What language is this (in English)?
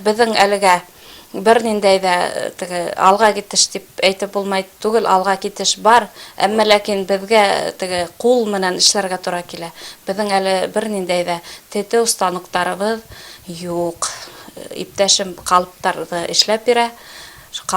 Bashkir